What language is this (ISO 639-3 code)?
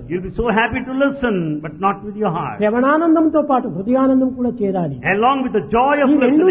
tel